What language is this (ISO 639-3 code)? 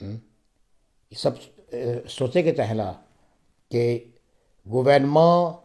mfe